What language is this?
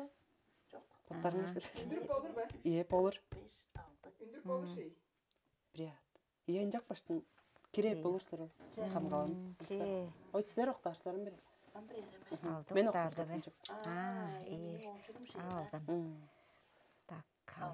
Tuvinian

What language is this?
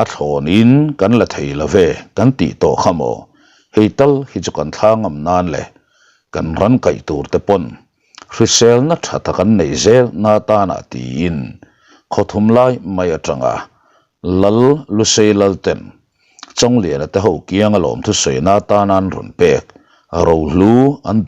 Mizo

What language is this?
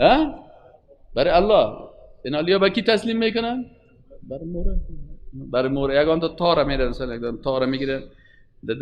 Persian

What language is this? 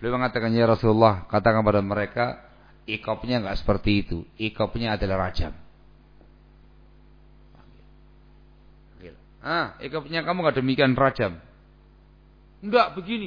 Indonesian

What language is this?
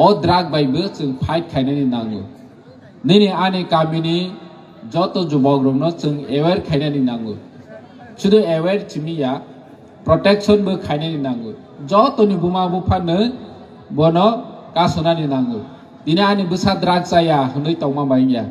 Kok Borok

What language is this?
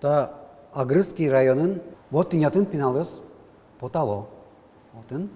Udmurt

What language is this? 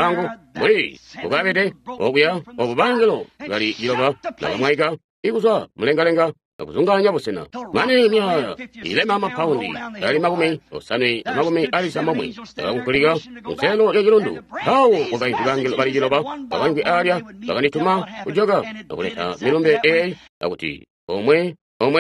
Tonga (Zambia)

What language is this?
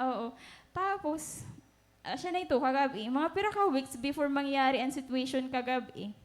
Waray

